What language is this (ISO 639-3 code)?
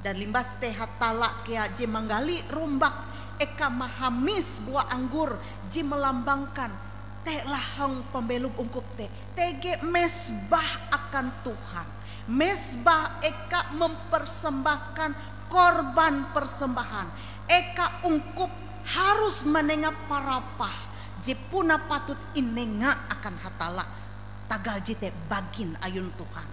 nij